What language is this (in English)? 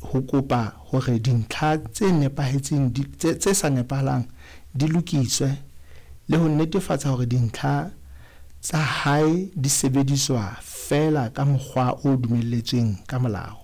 Southern Sotho